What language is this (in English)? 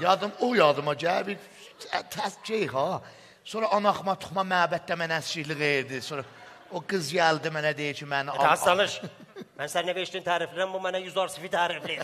South Azerbaijani